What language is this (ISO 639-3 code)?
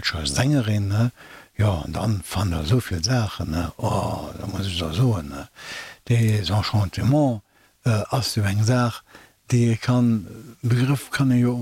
ltz